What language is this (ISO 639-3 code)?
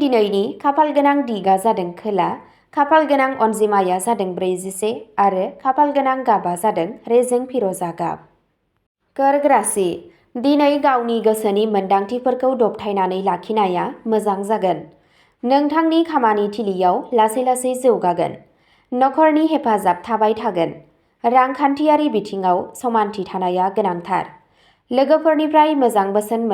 brx